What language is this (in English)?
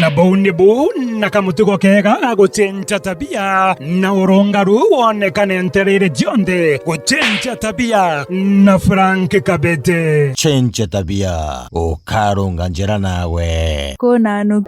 Meru